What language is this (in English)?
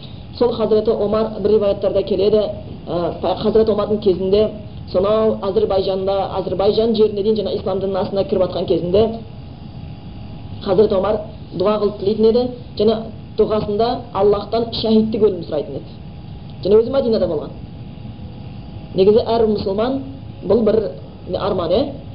Kazakh